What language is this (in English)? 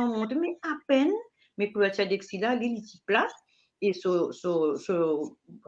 Morisyen